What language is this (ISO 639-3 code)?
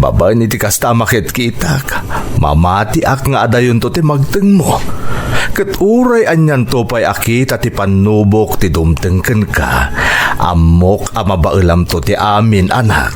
ilo